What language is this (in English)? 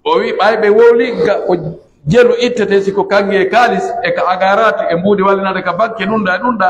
Pular